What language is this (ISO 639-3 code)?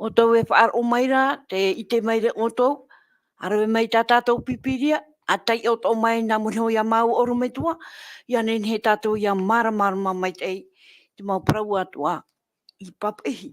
tah